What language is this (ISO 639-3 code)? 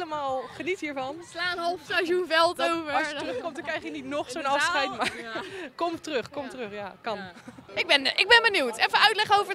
nld